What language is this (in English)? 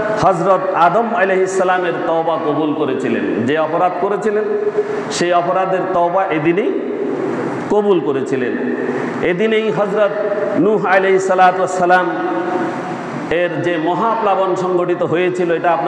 Bangla